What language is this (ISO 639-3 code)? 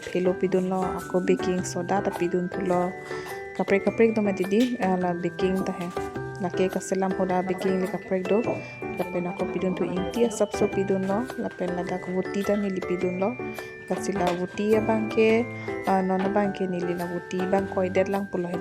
mjw